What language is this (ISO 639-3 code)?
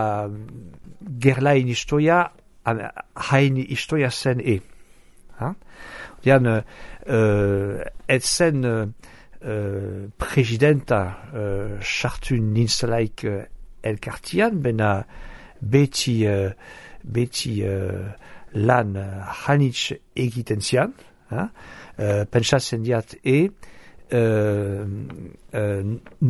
eus